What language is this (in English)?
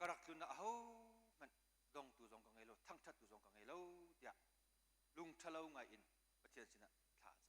Hakha Chin